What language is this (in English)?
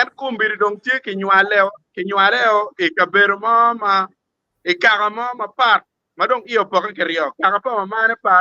Acoli